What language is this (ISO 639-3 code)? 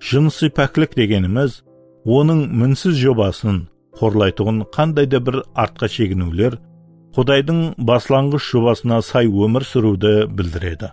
kaa